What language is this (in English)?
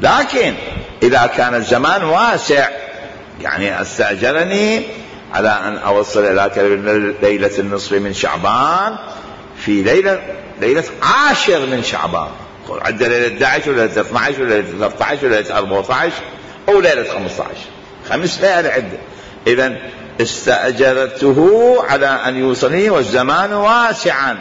Mesopotamian Arabic